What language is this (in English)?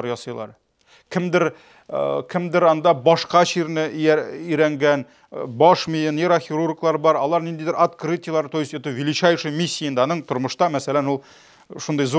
Tatar